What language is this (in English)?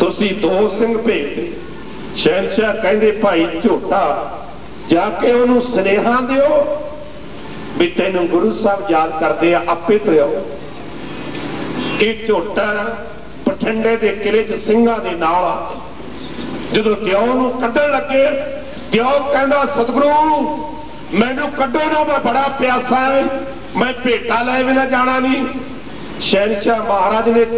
Punjabi